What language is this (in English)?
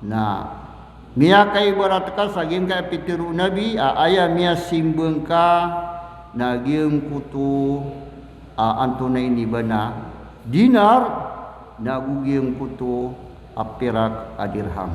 Maranao